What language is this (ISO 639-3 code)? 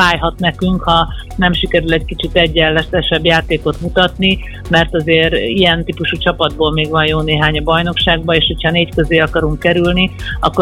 hun